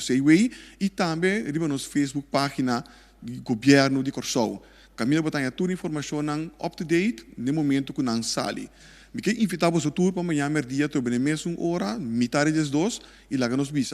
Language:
Papiamento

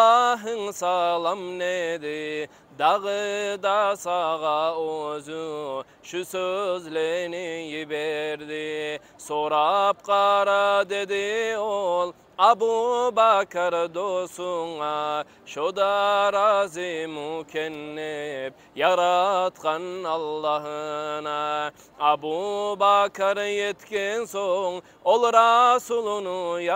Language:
Kumyk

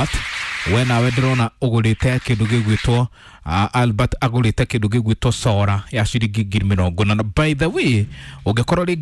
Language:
Kikuyu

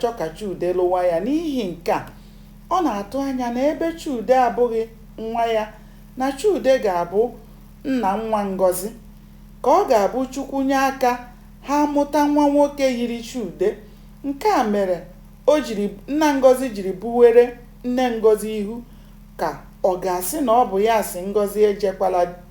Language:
Igbo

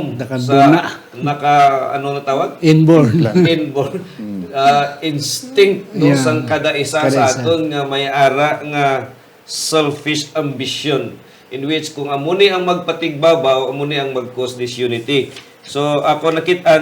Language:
Hiligaynon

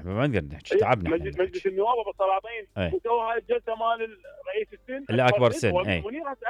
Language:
Mesopotamian Arabic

